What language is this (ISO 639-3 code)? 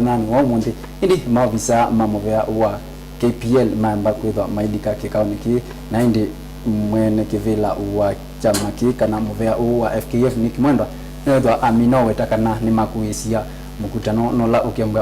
kam